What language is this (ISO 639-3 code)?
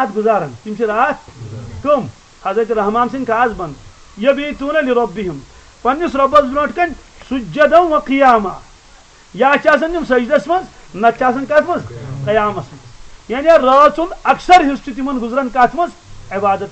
kas